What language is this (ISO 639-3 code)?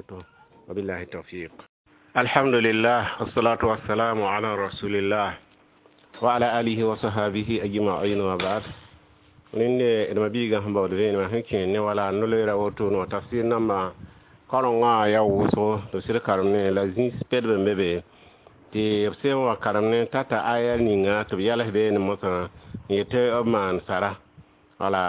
mos